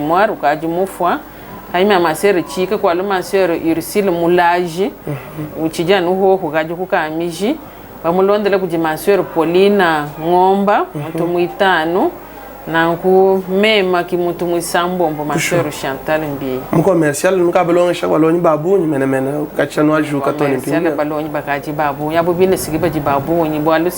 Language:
Luba-Lulua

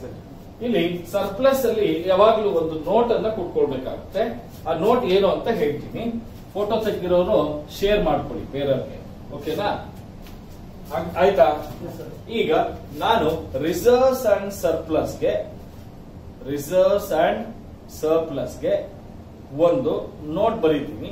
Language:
Kannada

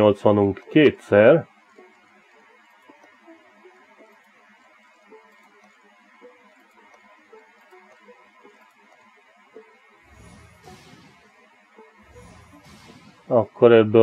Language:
Hungarian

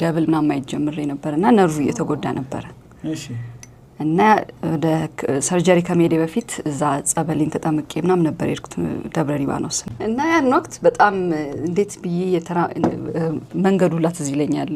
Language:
Amharic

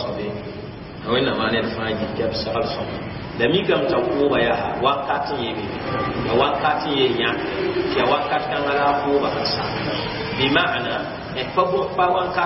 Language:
Mossi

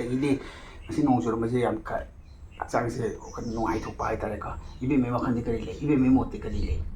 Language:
Manipuri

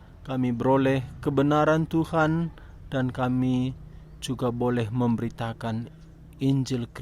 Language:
Batak Karo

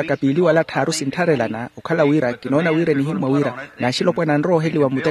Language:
Makhuwa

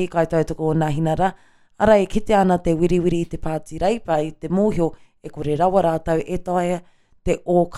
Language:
Māori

